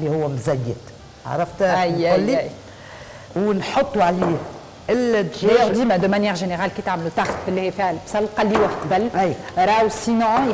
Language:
Tunisian Arabic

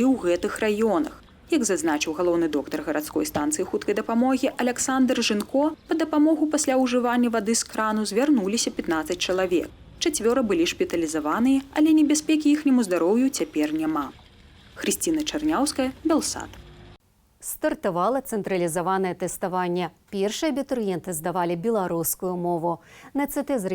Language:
Belarusian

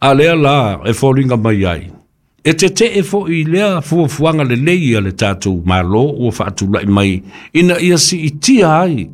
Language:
Samoan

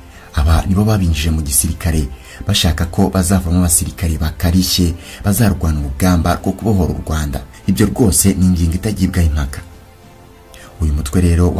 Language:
Kinyarwanda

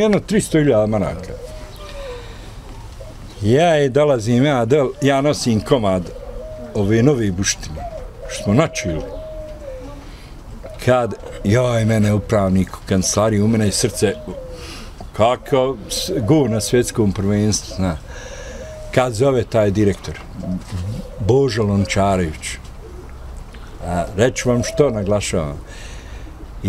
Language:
Bosnian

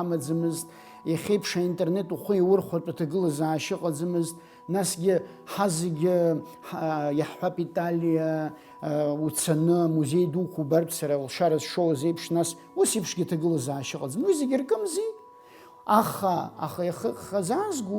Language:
Abkhazian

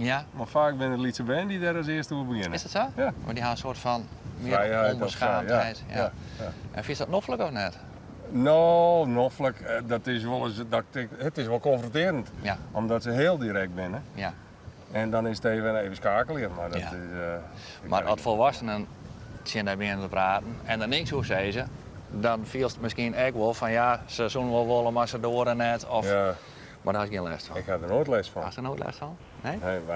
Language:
Western Frisian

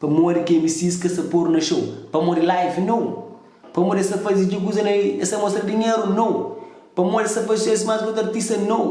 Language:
Kabuverdianu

